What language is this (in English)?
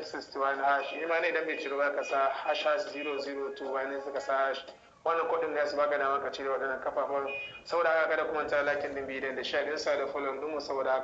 Hausa